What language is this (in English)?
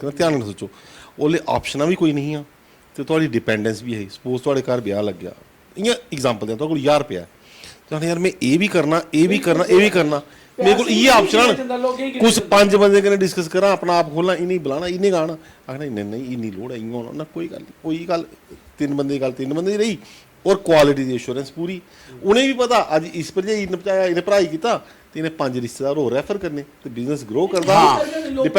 Dogri